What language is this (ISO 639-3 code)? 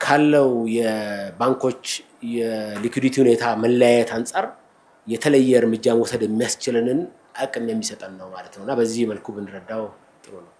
amh